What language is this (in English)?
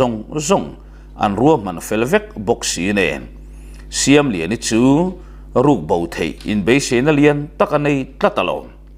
Mizo